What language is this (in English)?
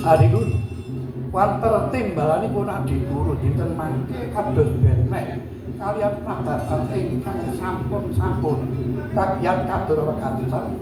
Javanese